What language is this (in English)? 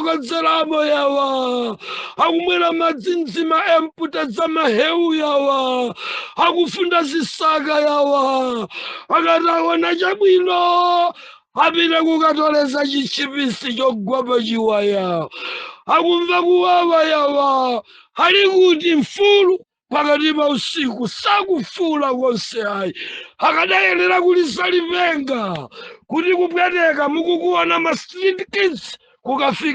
Nyanja